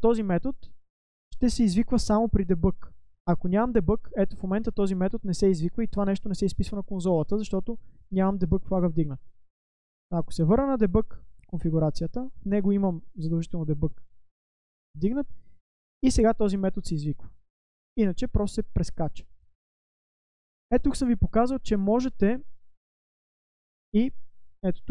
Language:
Bulgarian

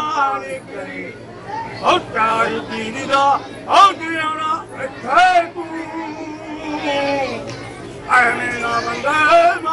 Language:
Punjabi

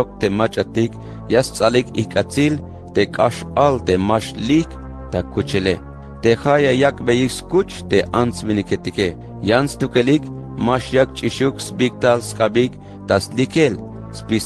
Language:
Tzeltal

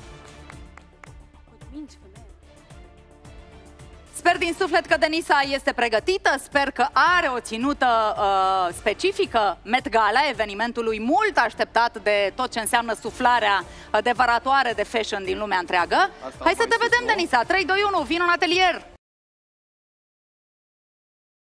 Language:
Romanian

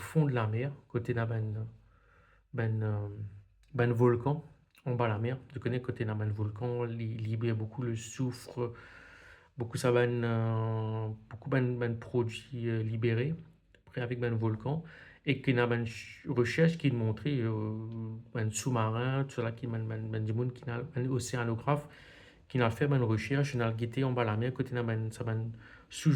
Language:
Morisyen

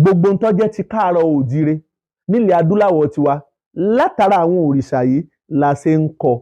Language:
Yoruba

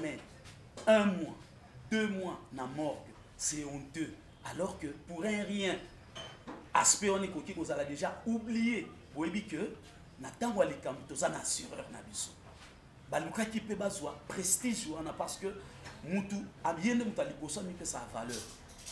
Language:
Lingala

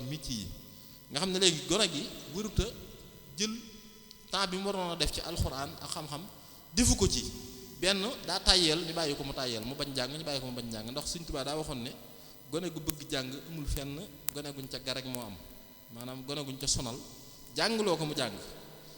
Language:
Wolof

